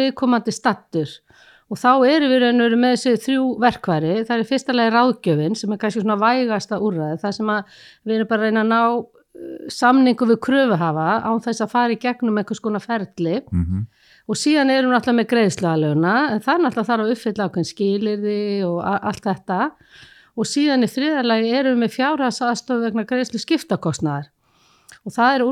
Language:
Icelandic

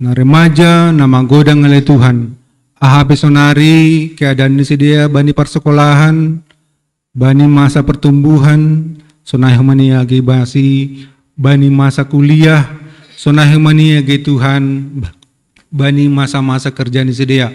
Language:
Batak Simalungun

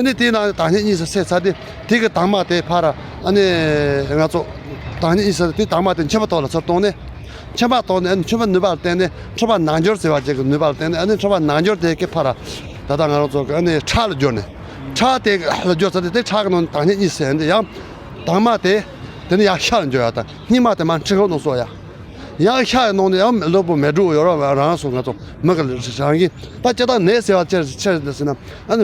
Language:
Tibetan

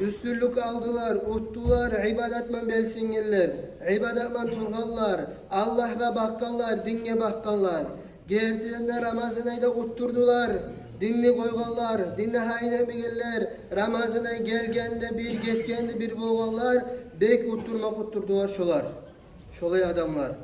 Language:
Kumyk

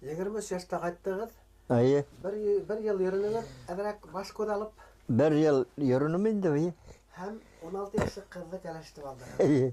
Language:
Bashkir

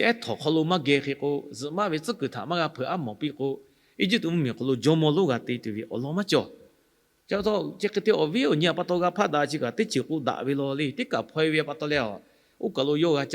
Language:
Lahu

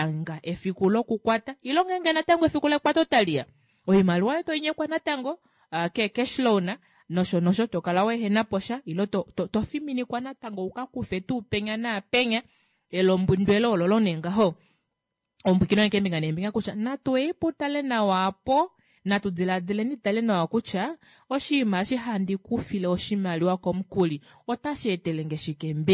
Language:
Kuanyama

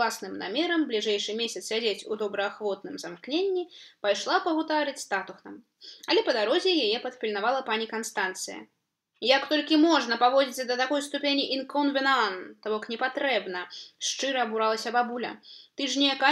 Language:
Belarusian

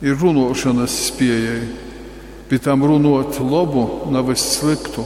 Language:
Latgalian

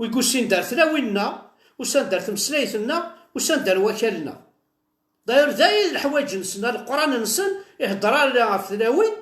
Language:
Kabyle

